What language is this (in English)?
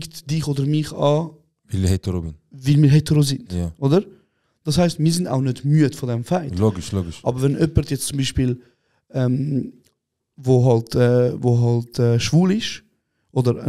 Swiss German